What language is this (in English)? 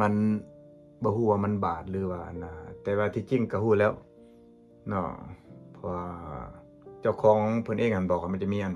Lao